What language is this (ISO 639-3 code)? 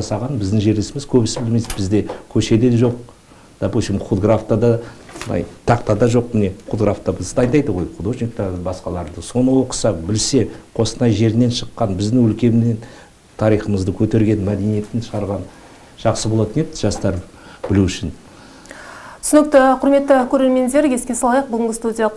kaz